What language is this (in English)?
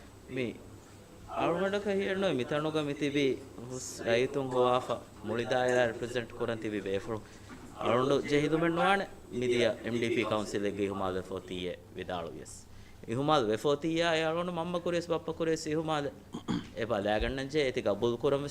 Divehi